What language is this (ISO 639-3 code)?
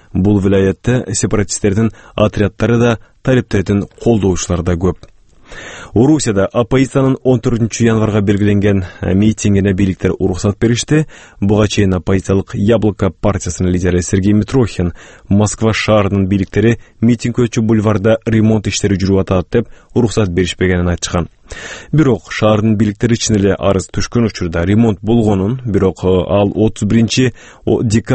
kir